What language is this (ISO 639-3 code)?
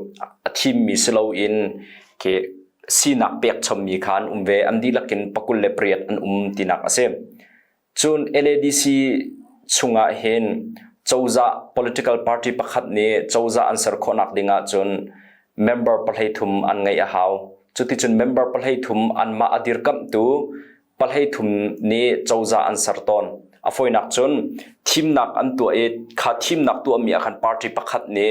cnh